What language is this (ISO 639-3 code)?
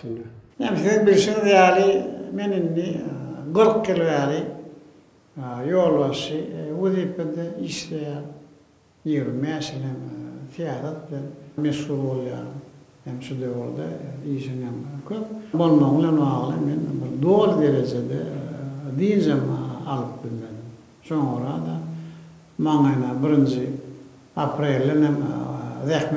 tuk